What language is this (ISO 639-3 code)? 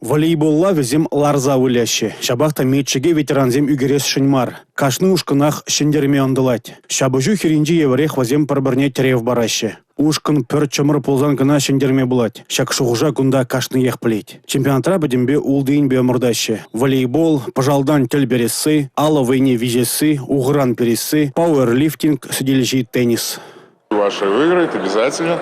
chv